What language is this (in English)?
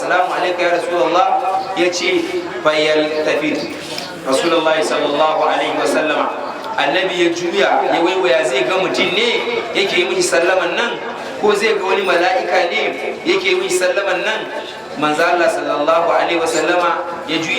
Hausa